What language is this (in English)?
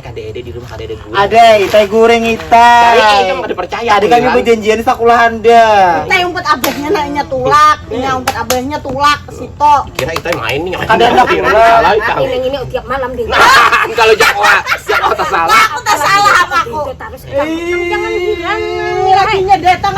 Banjar